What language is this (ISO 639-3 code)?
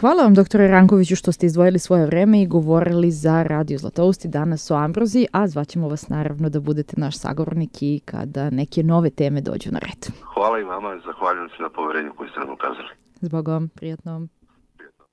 srp